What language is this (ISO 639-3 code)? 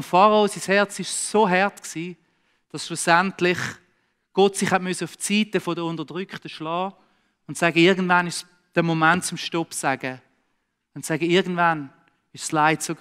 gsw